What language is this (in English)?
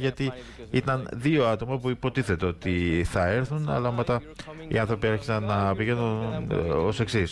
Greek